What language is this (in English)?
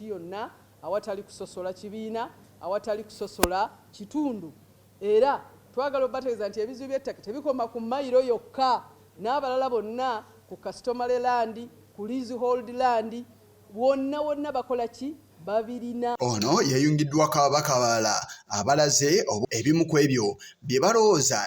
Ganda